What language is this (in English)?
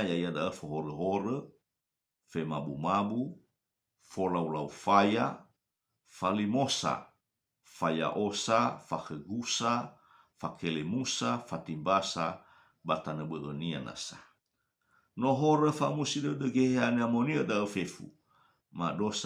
Nias